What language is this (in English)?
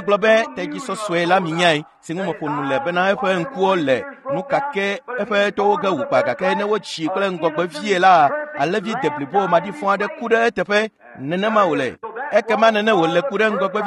Ewe